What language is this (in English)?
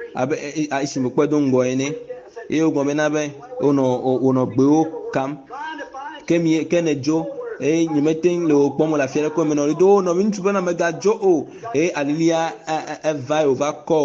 Ewe